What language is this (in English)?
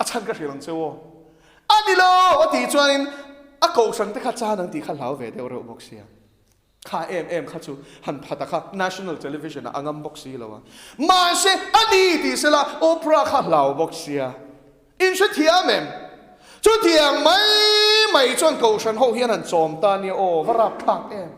Mizo